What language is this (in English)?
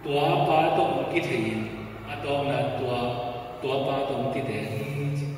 Tedim Chin